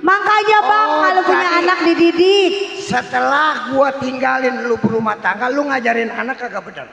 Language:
Betawi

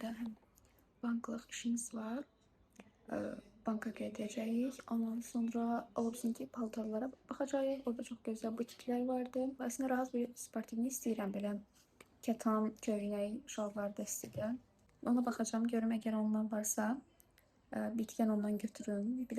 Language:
Azerbaijani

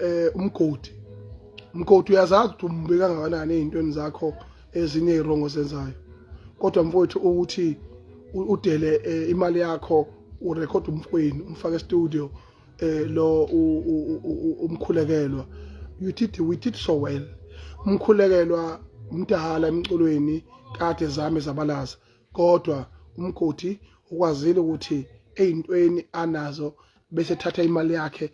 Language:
Zulu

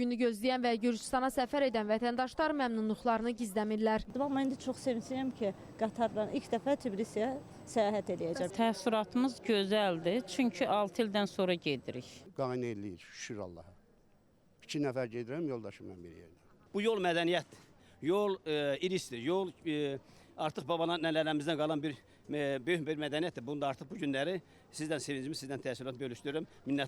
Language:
Azerbaijani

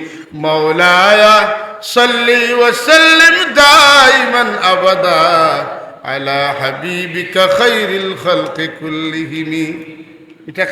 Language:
Sylheti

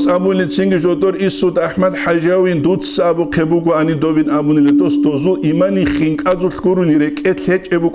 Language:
Avaric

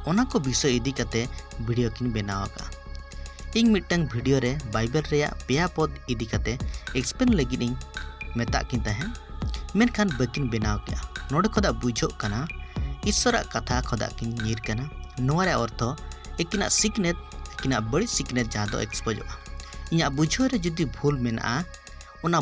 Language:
Santali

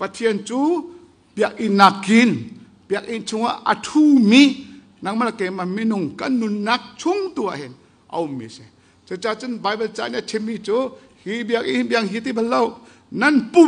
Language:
Hakha Chin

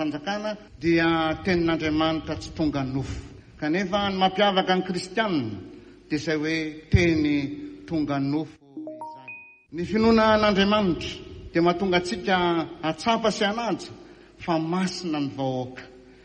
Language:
Malagasy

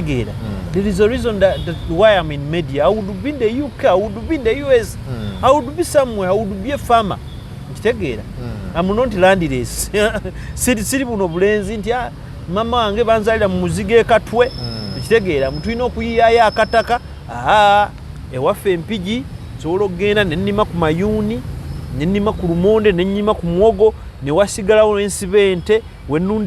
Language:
Ganda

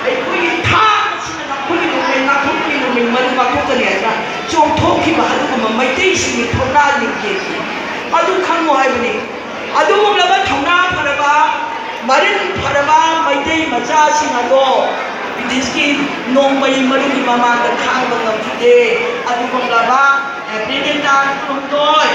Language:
Manipuri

